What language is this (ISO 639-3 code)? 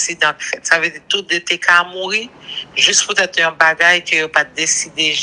hat